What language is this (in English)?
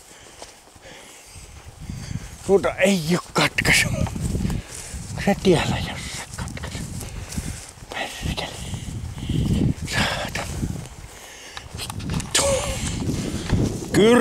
Finnish